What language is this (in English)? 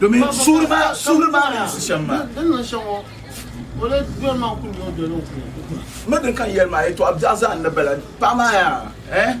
Dagbani